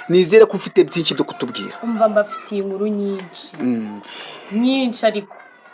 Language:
Kinyarwanda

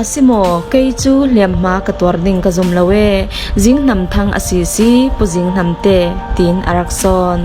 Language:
Falam Chin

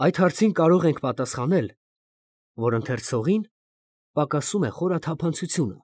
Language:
Armenian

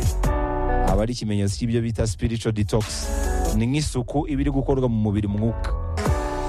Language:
Kinyarwanda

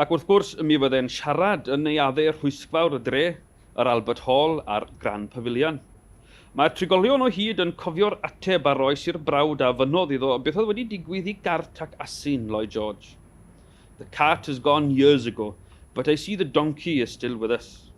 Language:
Welsh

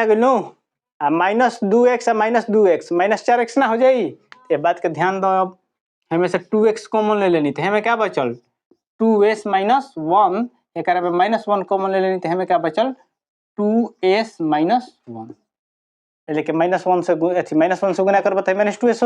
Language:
Bhojpuri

